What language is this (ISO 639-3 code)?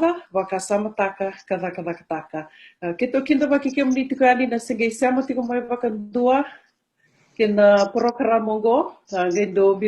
fij